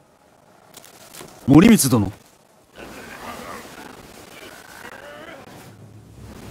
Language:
Japanese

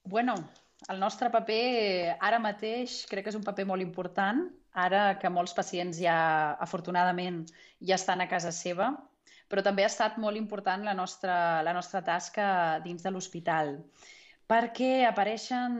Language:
Catalan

